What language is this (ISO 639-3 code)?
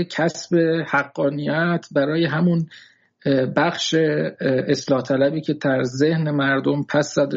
fas